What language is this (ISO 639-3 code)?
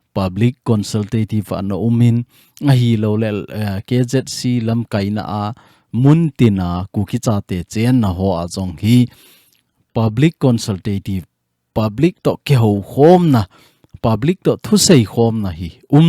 tcz